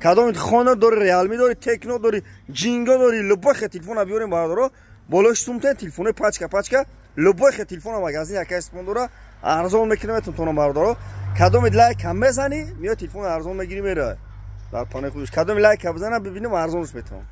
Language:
Tajik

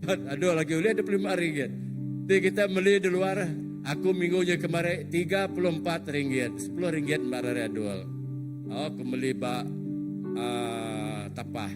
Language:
Iban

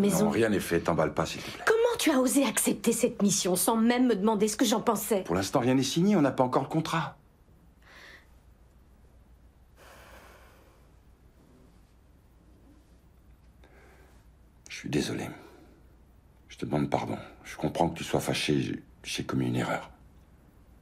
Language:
French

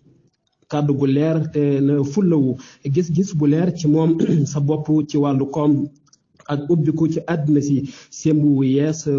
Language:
Wolof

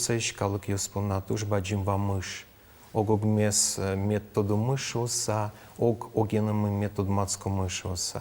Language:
Udmurt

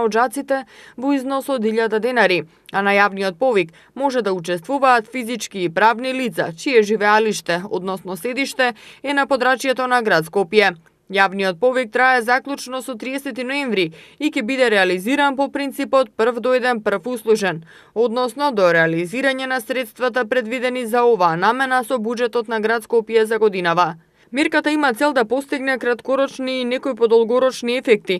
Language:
Macedonian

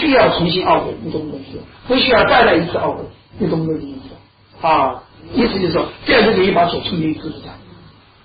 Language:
Chinese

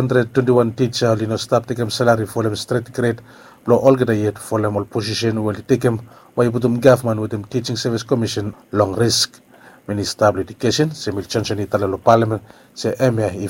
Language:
Bislama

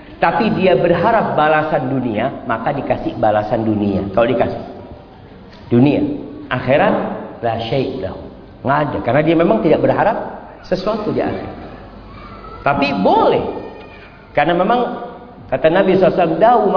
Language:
Indonesian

